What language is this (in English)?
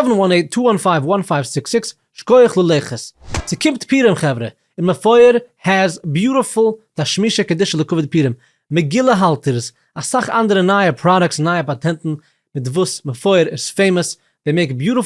Yiddish